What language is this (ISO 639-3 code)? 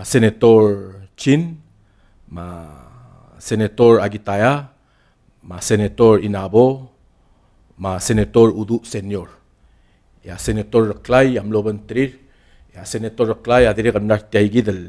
pau